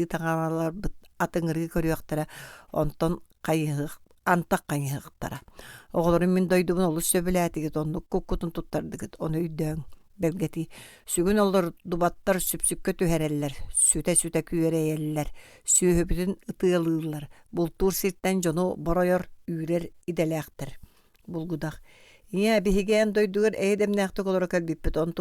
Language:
Yakut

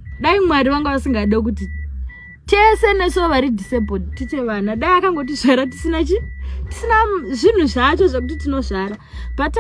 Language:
Shona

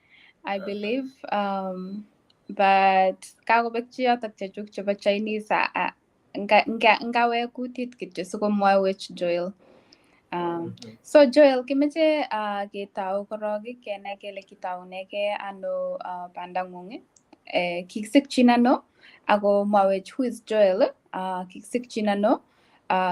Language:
Kalenjin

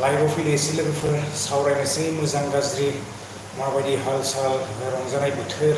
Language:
Bodo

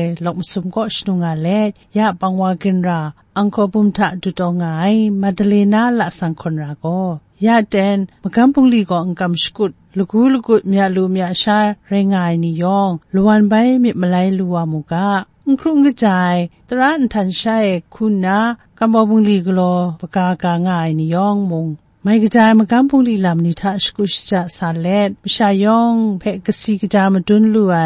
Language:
Kachin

